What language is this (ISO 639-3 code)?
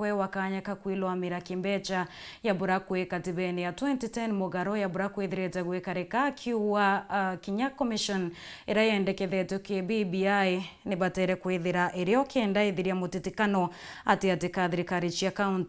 mer